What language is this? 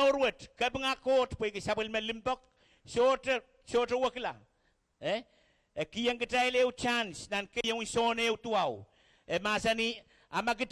Pohnpeian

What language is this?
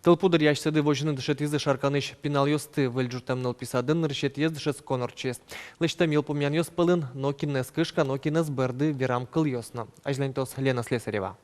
Udmurt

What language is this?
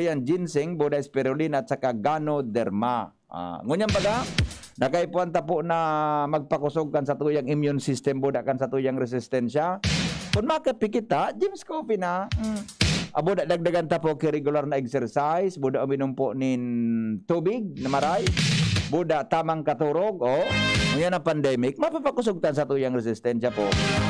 Bikol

